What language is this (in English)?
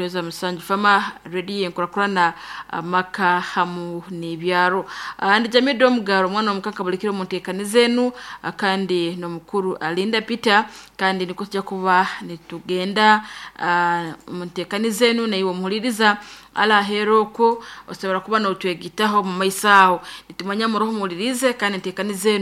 Nyoro